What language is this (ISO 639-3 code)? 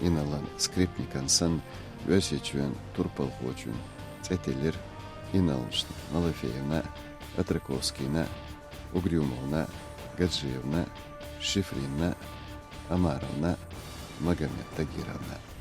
che